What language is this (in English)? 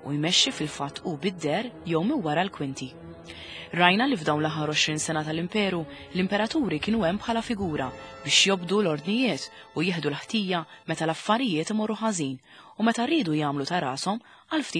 Maltese